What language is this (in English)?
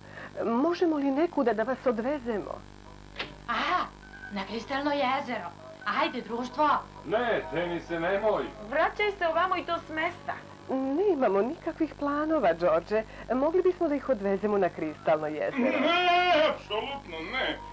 Serbian